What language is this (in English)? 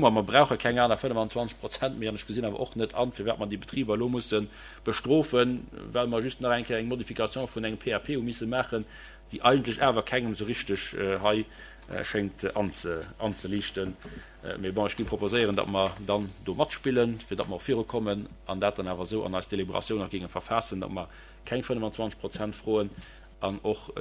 Luxembourgish